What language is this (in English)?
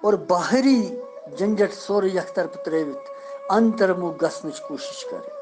Kashmiri